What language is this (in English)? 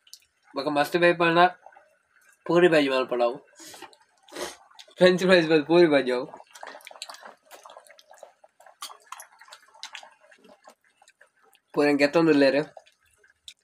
Tulu